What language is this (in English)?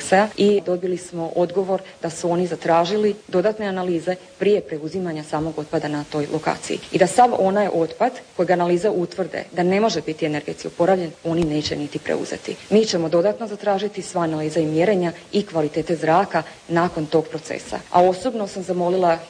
Croatian